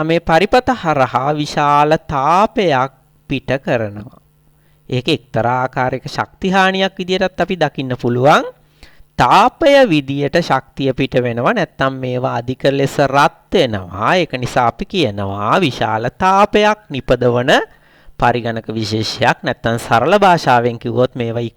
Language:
Sinhala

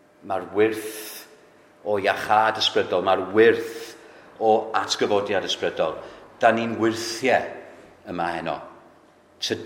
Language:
Welsh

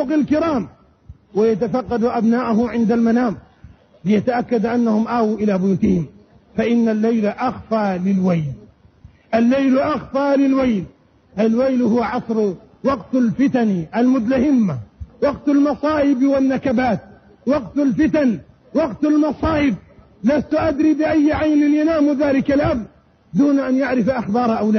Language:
Arabic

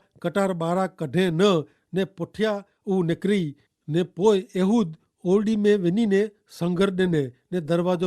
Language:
Kachhi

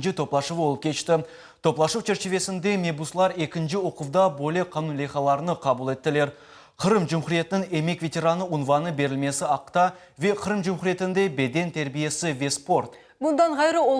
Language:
Crimean Tatar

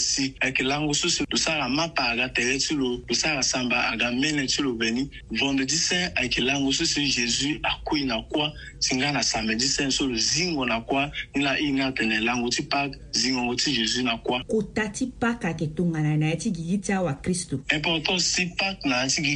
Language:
Sango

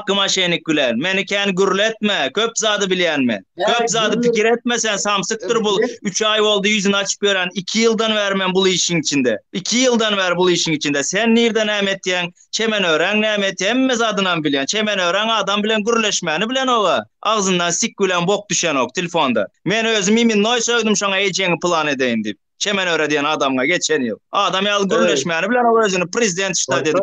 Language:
Turkmen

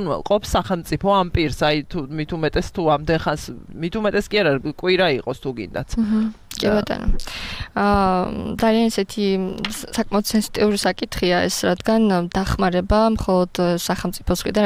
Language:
Georgian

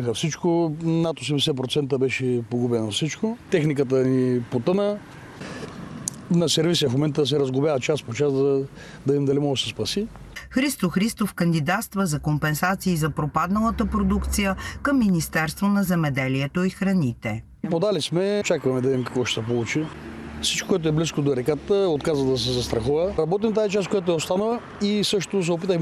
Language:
Bulgarian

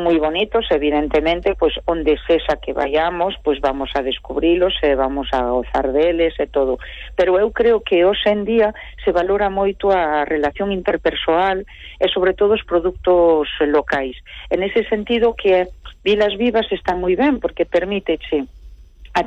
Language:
Galician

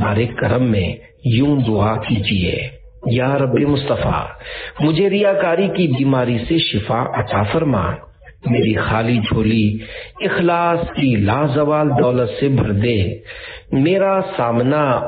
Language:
Urdu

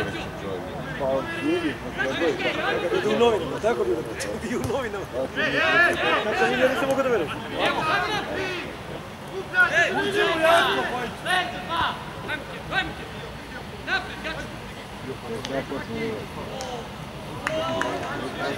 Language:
Serbian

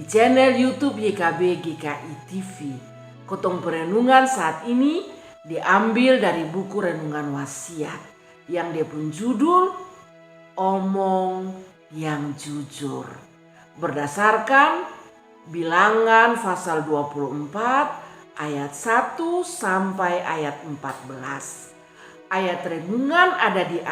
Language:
Kupang Malay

